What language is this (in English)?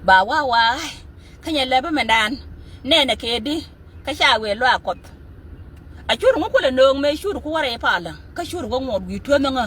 Nuer